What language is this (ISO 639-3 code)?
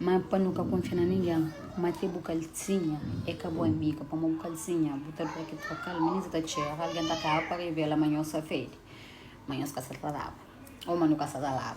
kea